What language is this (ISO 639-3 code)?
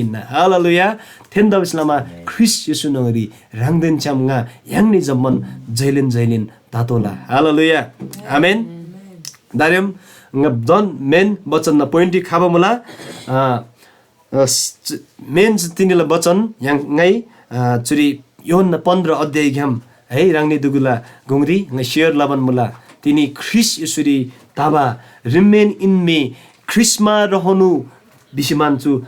taj